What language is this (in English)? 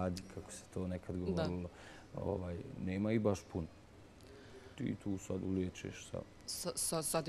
Bosnian